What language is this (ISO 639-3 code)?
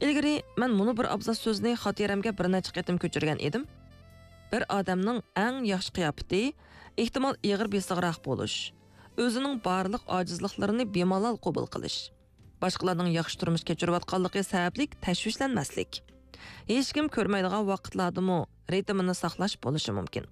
uig